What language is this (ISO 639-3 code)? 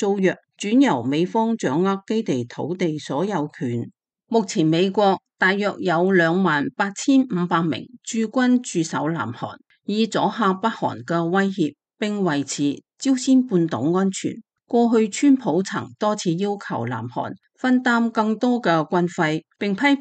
yue